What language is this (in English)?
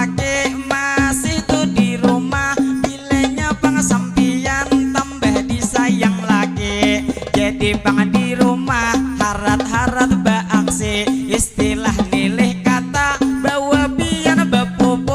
Banjar